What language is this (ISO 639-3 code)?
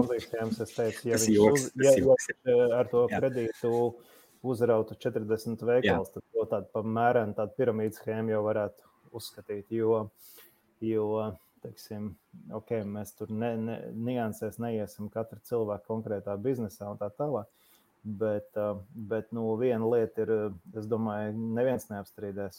lav